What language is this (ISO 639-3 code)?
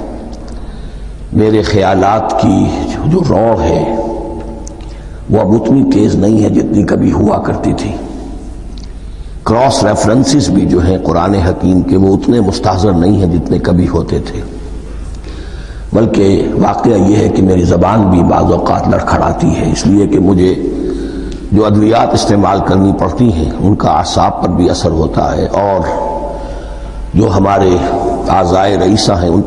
urd